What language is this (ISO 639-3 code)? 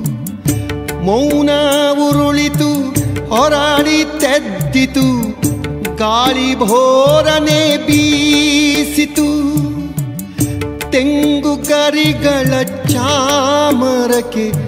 kan